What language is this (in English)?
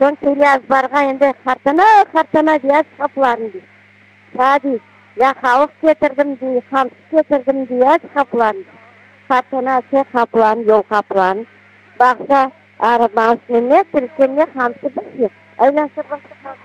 Crimean Tatar